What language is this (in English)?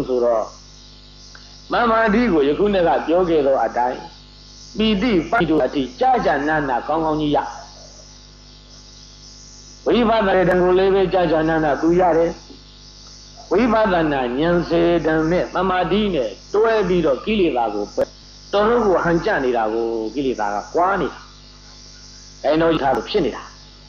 Burmese